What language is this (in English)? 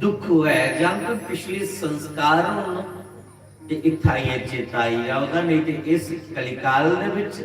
Dogri